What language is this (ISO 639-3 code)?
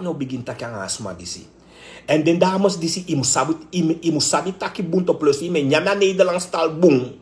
srn